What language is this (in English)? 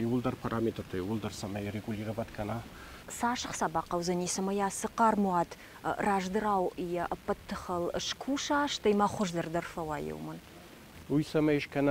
Ossetic